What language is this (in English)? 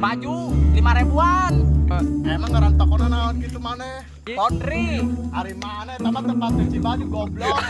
Sundanese